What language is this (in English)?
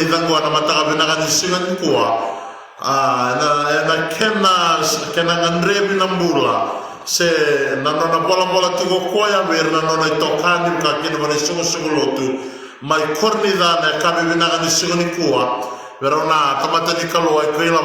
Fijian